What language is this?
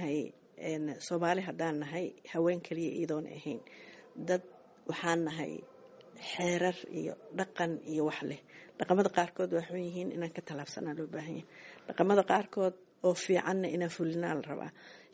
Somali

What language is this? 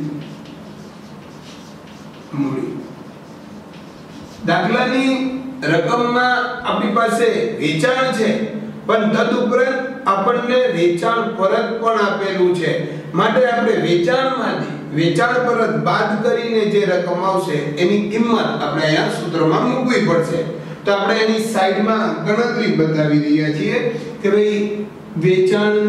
Gujarati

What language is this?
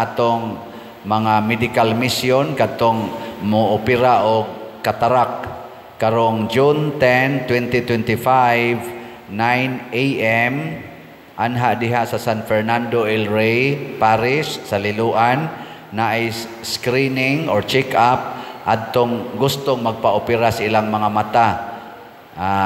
Cebuano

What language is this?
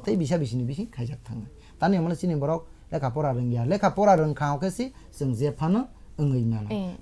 Kok Borok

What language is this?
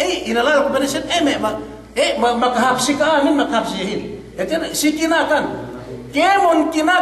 Yakan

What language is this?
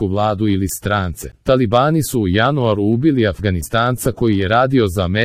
Croatian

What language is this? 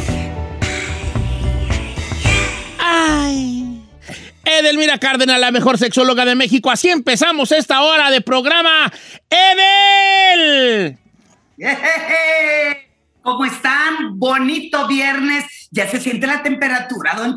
Spanish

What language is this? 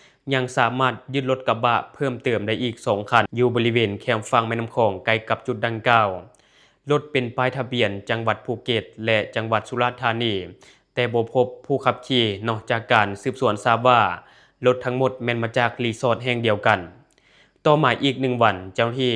Lao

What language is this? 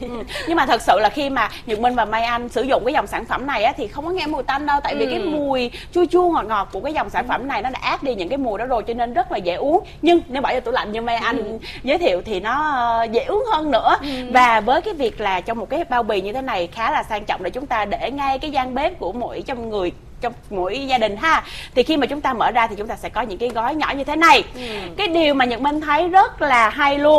Vietnamese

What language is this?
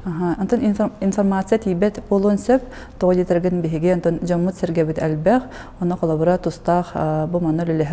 Yakut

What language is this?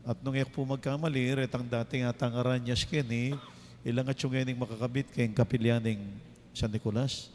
Pampanga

